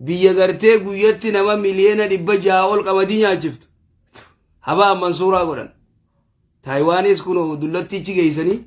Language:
Oromo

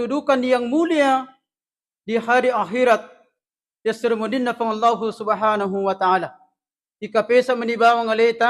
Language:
Buginese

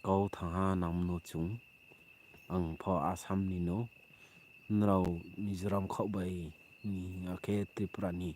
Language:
Riang (India)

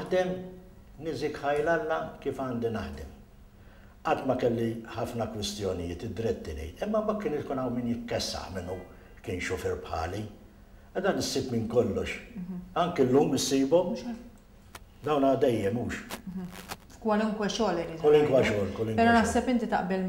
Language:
Maltese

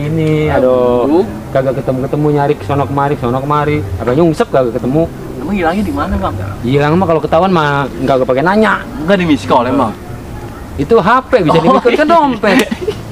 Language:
Betawi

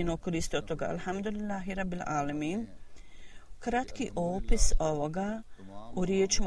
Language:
Bosnian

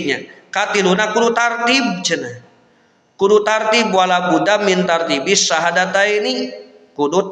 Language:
Sundanese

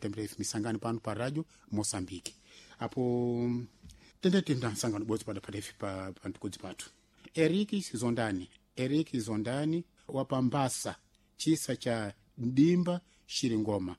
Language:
Sena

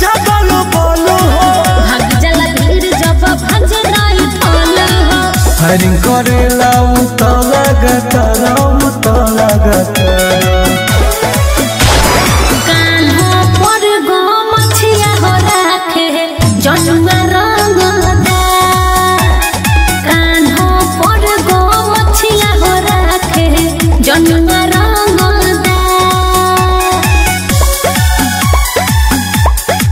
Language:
Bhojpuri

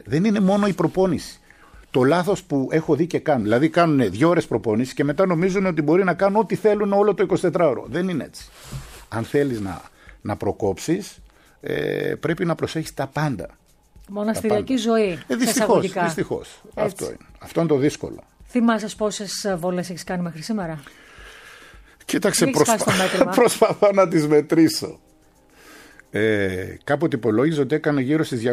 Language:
Greek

